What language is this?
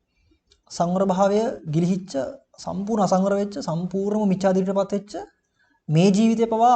Sinhala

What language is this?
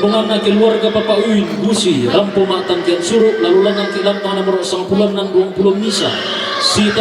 Toraja-Sa'dan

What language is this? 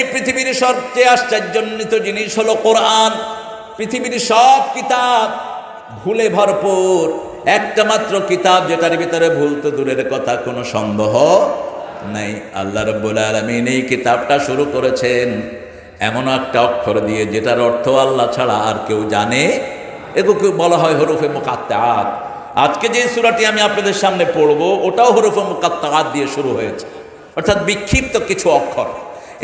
Bangla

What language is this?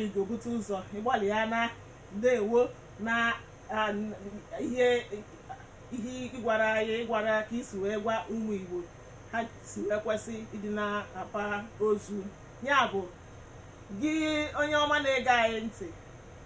Igbo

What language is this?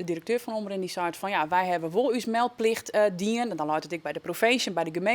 Western Frisian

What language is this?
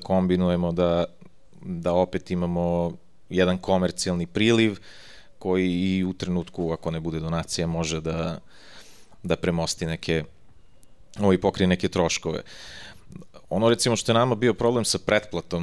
Serbian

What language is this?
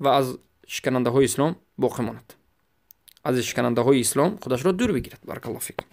Tajik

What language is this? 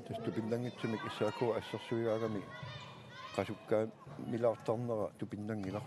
Kalaallisut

